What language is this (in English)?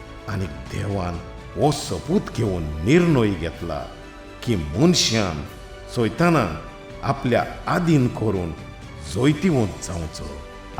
Konkani